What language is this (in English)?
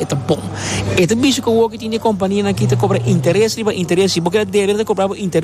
Papiamento